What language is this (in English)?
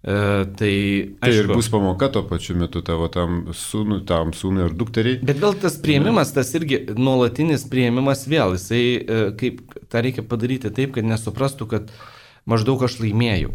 Lithuanian